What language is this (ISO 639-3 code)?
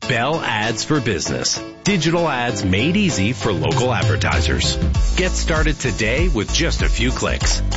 eng